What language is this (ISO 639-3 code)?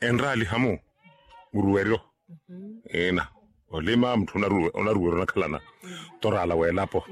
vmw